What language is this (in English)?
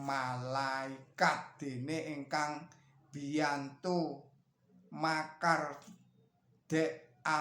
Javanese